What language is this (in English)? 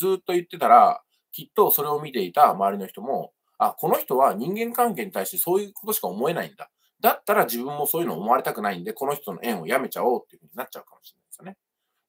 Japanese